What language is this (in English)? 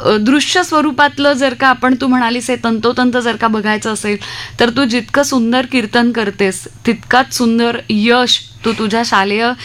Marathi